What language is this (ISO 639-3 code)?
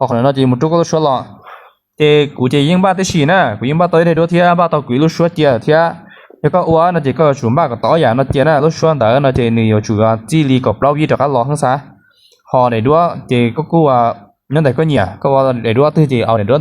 hmn